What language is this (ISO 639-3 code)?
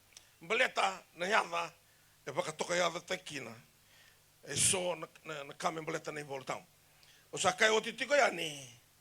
fij